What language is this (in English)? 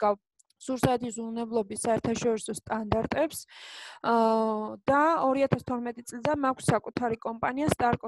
Georgian